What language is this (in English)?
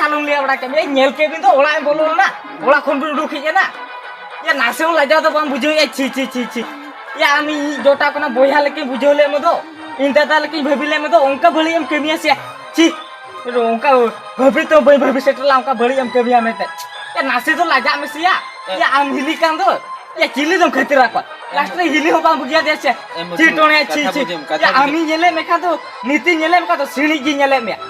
Santali